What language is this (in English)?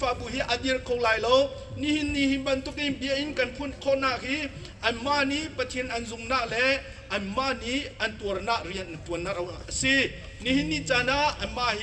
Hakha Chin